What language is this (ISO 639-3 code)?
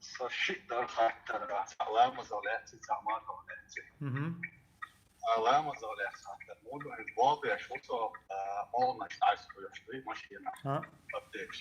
che